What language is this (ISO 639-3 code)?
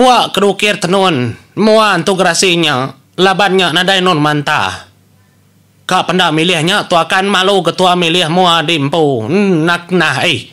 iba